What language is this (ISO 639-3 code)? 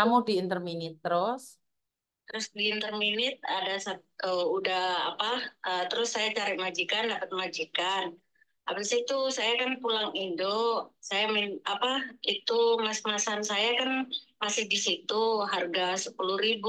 ind